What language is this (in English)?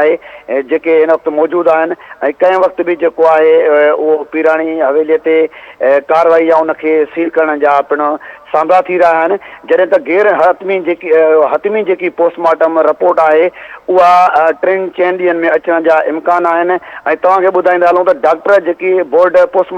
Sindhi